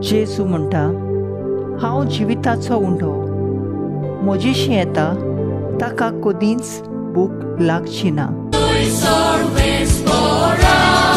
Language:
Konkani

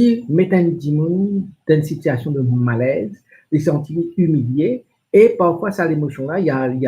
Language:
Morisyen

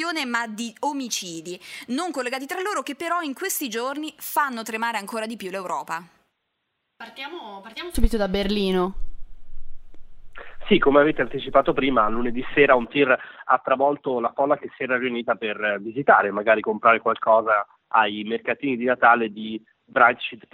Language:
Italian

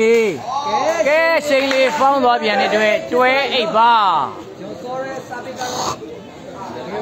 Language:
Burmese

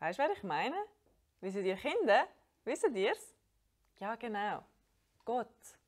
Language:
Swiss German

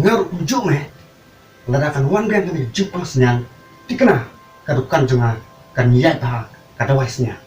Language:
Khasi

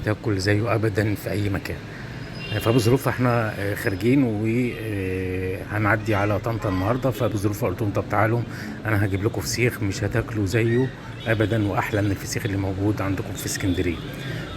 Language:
Egyptian Arabic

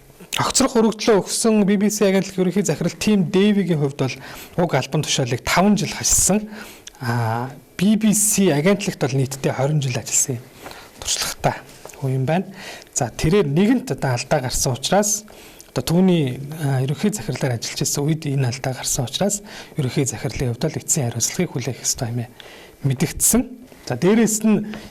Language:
Mongolian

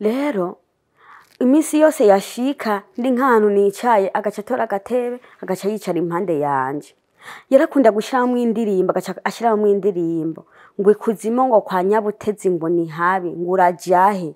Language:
Rundi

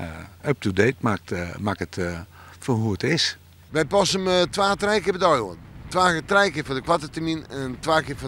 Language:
Western Frisian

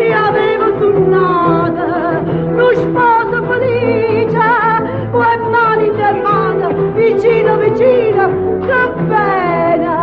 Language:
Neapolitan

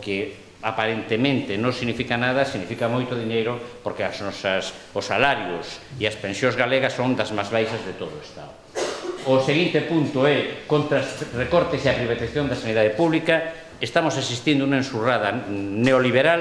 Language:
Galician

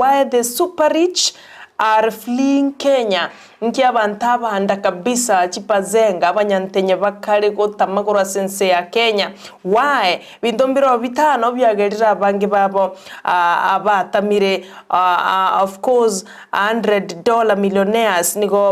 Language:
Gusii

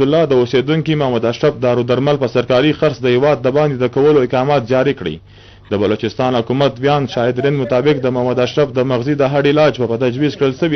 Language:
Pashto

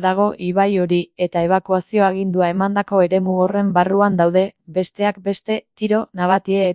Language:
Basque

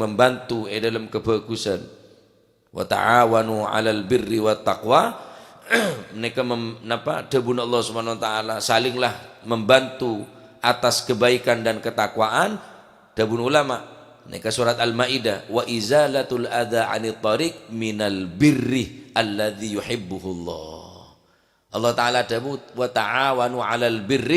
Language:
Madurese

